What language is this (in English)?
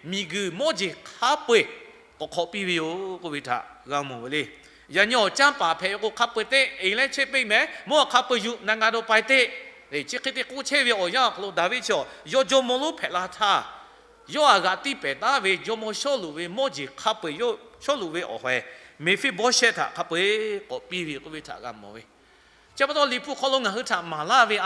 Lahu